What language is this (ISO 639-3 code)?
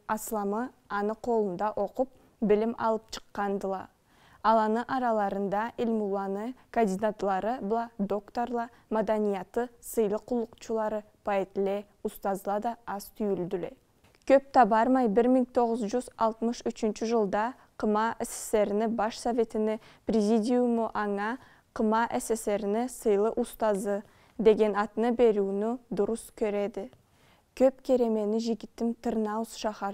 krc